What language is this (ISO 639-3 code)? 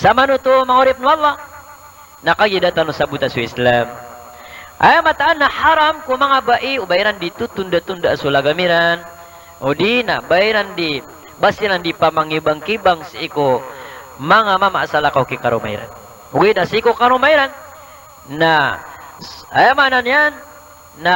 mrw